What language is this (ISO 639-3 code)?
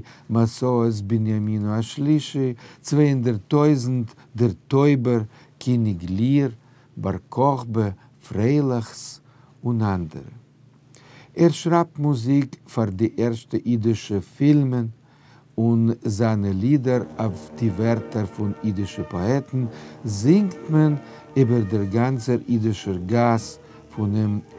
yid